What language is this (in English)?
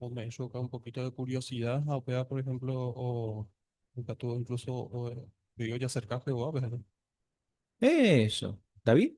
Guarani